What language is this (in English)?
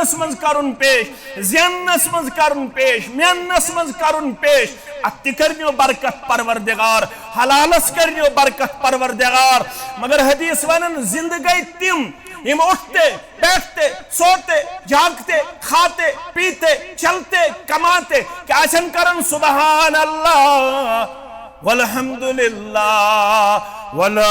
Kashmiri